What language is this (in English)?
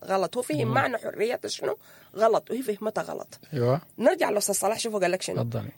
Sudanese Arabic